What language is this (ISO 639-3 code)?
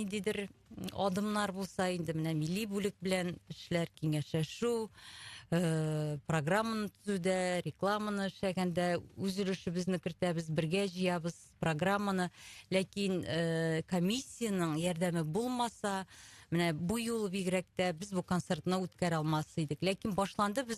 tat